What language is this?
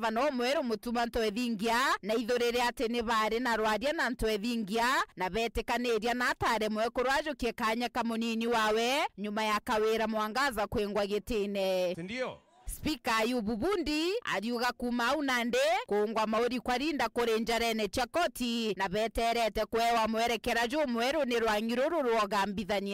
Meru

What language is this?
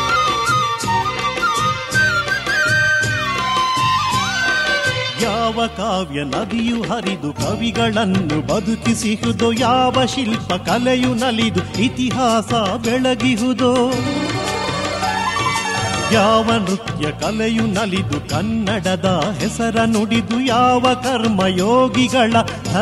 Kannada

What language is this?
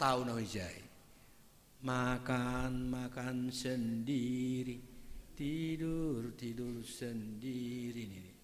Batak Simalungun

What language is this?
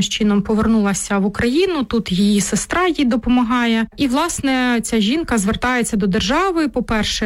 Ukrainian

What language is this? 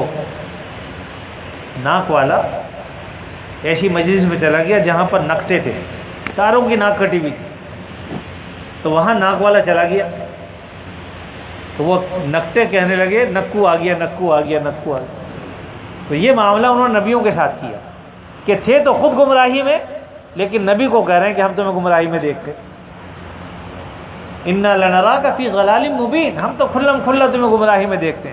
Urdu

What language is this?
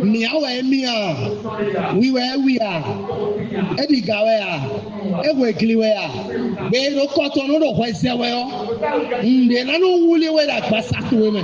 Fon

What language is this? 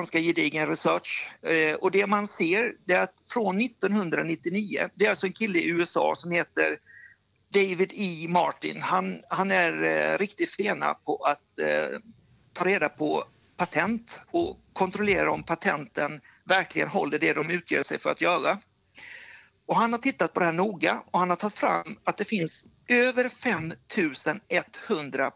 Swedish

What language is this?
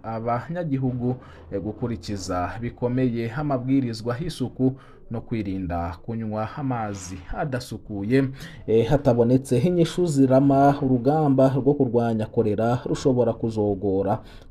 Rundi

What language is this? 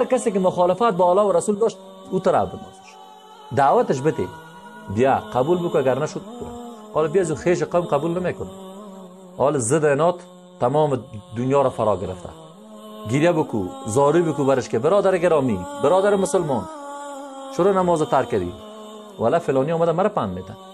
Persian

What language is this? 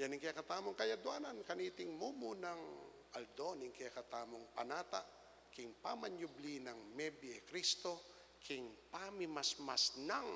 Pampanga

